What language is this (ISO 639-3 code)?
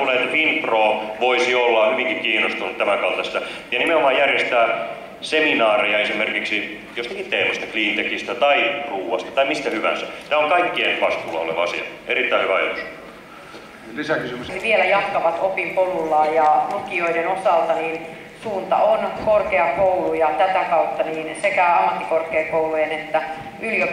fin